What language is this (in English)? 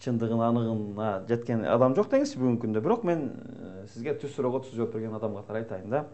Kyrgyz